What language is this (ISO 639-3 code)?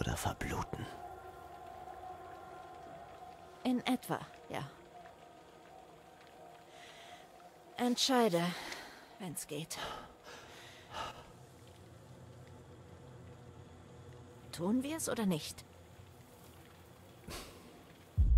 deu